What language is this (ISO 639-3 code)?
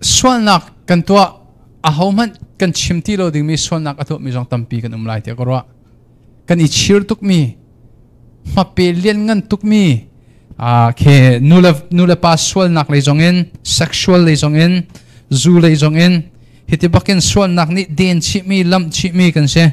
cnh